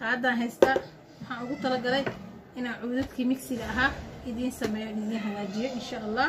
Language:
Somali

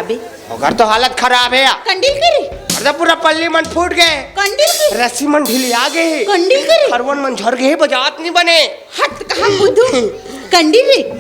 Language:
Chhattisgarhi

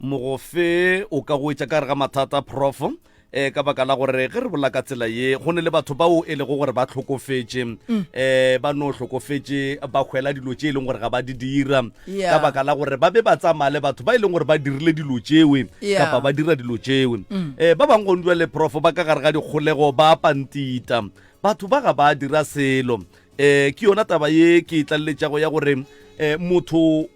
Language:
Northern Sotho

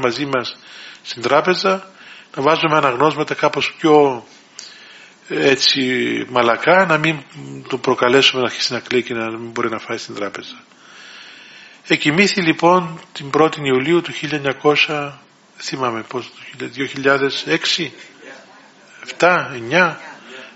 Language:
Greek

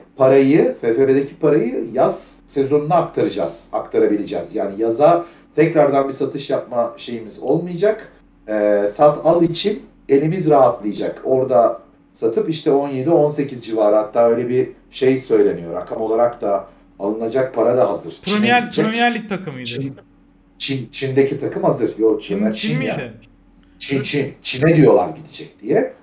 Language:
Turkish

